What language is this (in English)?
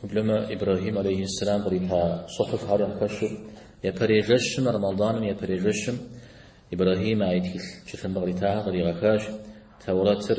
Kabardian